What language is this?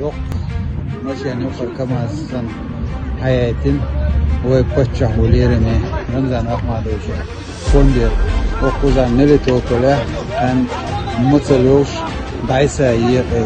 Chechen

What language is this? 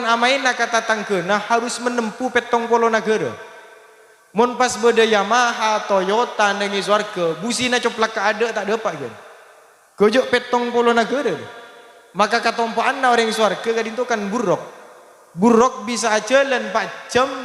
Madurese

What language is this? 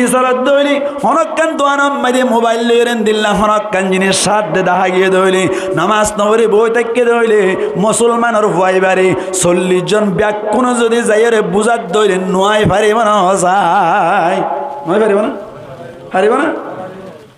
Rohingya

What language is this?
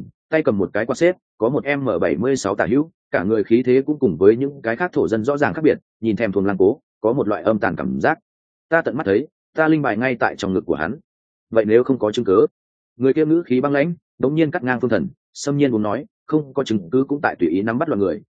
Vietnamese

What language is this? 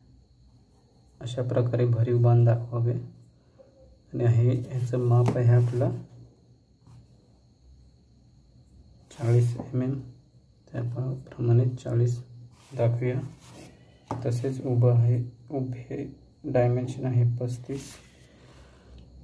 Marathi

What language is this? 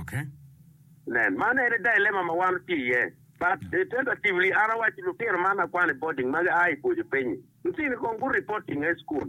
Acoli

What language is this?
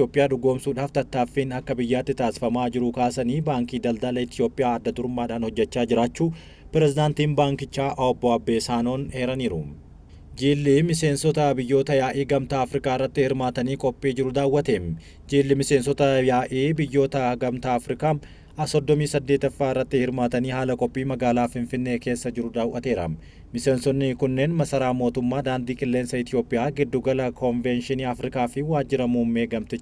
Oromo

